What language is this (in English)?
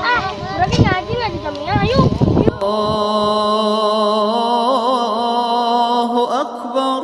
Sundanese